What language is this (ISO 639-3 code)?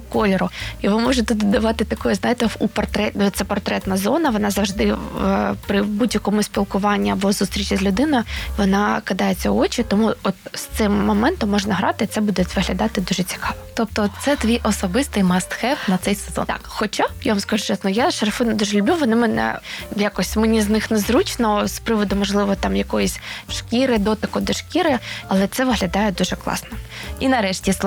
ukr